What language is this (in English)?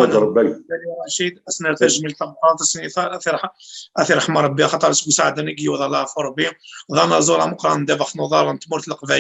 Kabyle